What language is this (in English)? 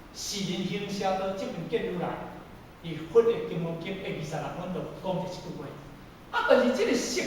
Min Nan Chinese